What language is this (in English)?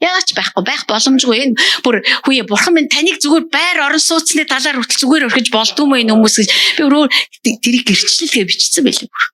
Mongolian